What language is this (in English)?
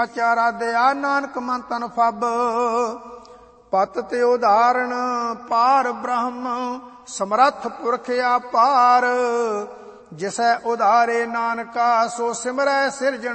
Punjabi